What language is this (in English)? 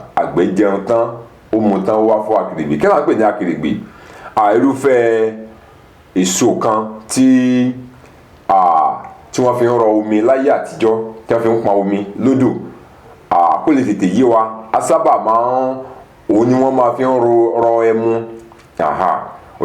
Yoruba